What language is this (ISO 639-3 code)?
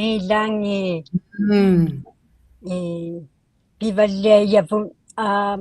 iku